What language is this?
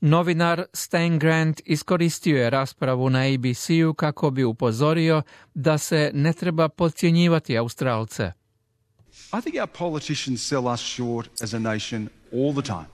Croatian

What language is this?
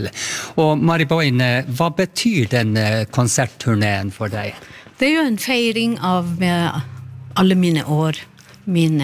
Norwegian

